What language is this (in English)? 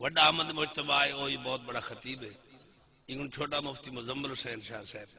Saraiki